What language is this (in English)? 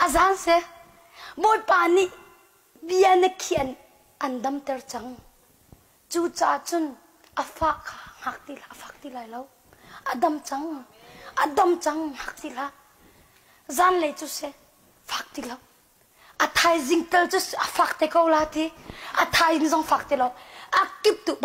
Hakha Chin